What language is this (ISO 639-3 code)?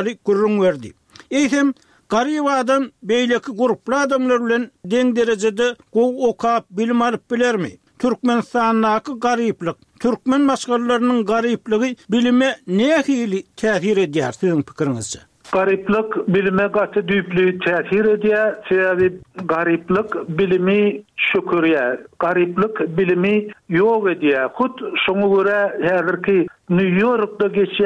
tuk